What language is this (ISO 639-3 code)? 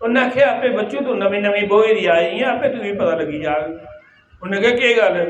doi